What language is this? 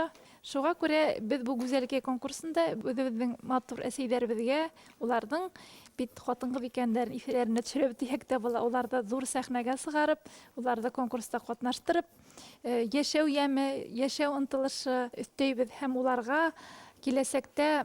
Bashkir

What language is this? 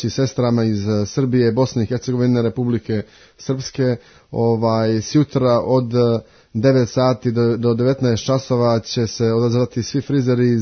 Serbian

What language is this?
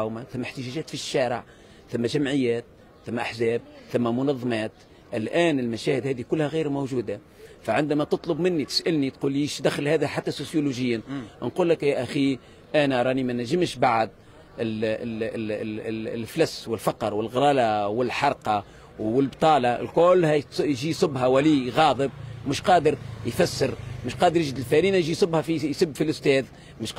Tunisian Arabic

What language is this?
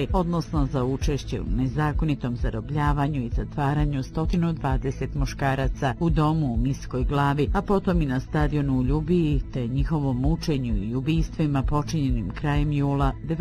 Bosnian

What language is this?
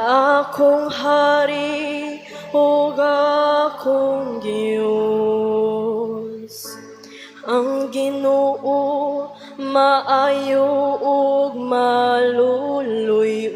Cebuano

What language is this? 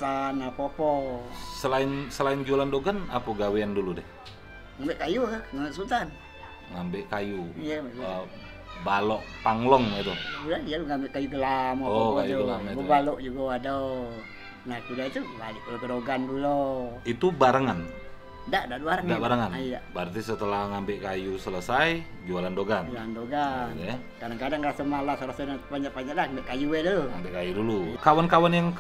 Musi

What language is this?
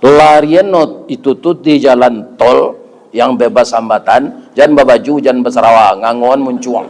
Minangkabau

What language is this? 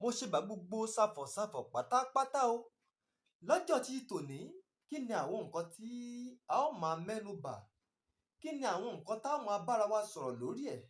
Yoruba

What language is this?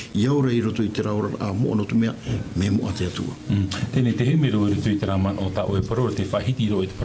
Tahitian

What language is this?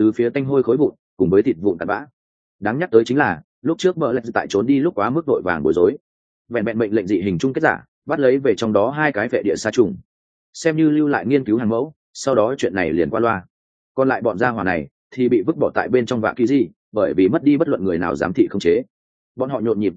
Vietnamese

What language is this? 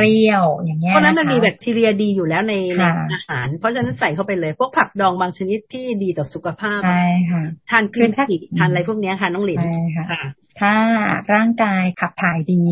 Thai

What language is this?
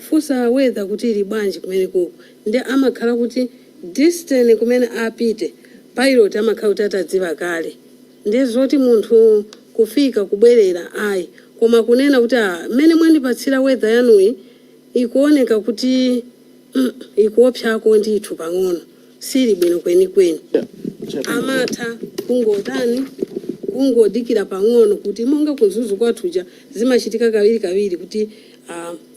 Nyanja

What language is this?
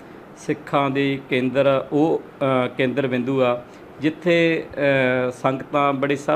Punjabi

